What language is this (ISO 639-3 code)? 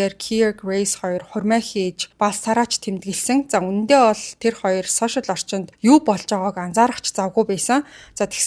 mon